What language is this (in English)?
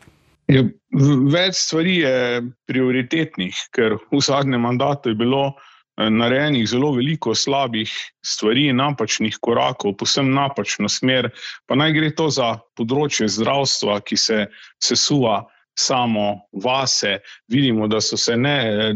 Slovenian